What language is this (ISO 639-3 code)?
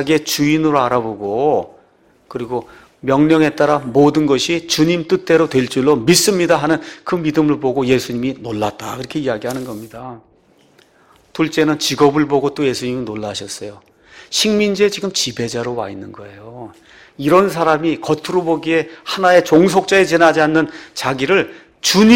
kor